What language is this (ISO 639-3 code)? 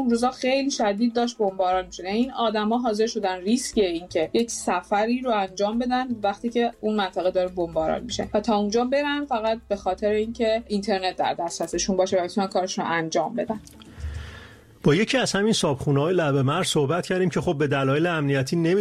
fas